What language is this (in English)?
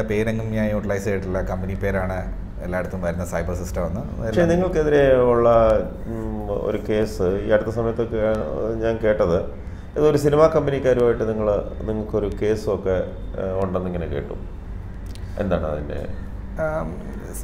Malayalam